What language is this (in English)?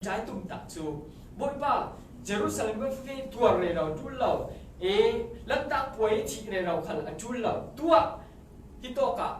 Falam Chin